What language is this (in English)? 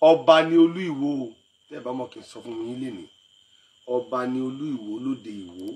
Yoruba